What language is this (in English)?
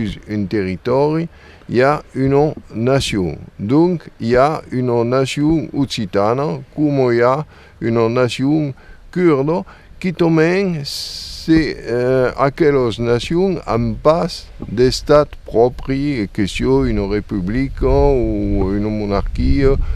Occitan